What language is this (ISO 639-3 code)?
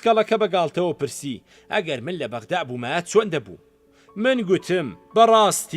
ckb